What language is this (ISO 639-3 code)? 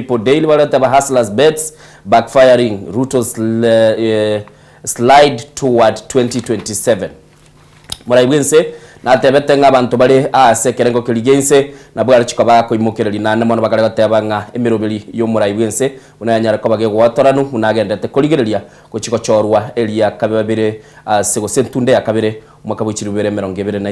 guz